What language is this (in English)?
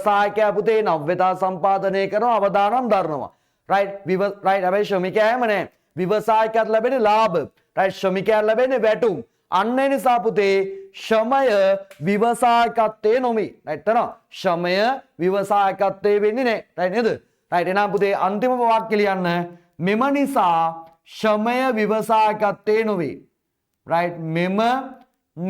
Sinhala